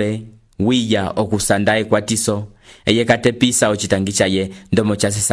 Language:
Umbundu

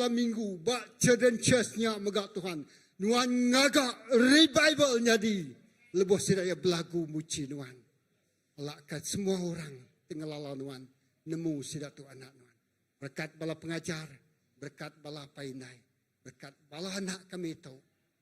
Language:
Iban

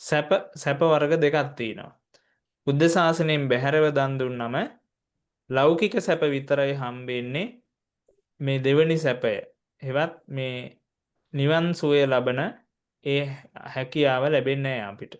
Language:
Sinhala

